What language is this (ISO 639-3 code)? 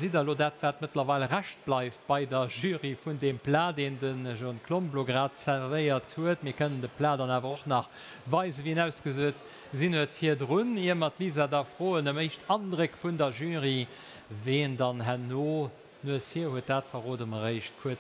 ltz